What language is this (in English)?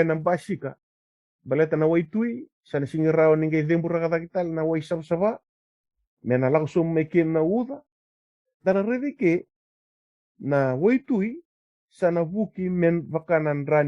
Fijian